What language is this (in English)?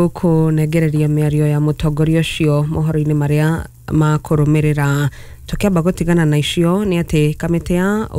Kikuyu